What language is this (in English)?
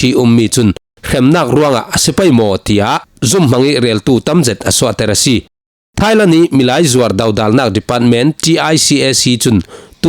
Falam Chin